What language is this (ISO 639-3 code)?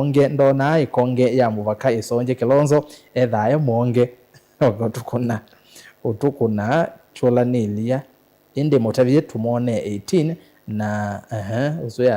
kam